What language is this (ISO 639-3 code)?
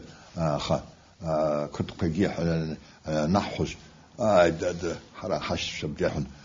abk